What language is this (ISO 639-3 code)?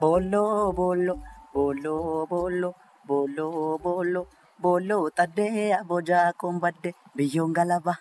orm